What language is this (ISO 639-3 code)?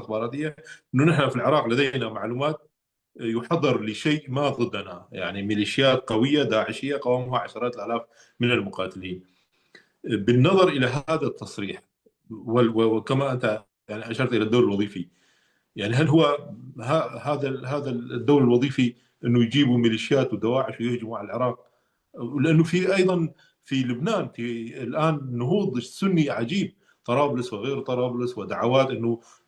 apc